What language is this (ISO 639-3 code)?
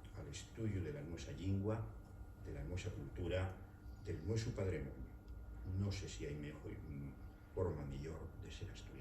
ast